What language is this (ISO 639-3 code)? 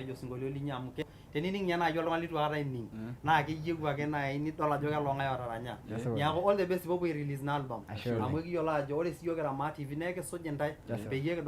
mas